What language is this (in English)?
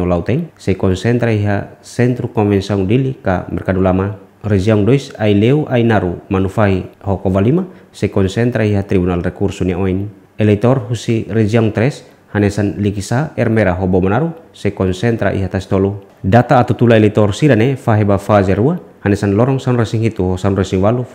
Tetum